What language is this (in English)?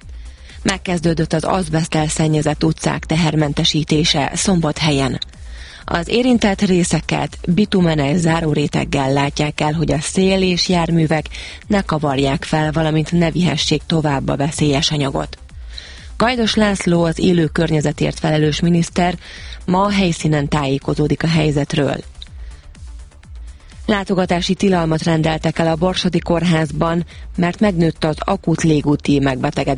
Hungarian